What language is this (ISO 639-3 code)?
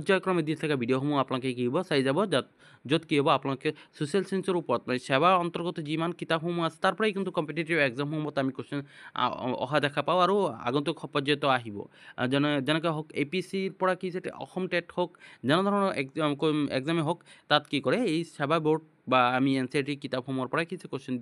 asm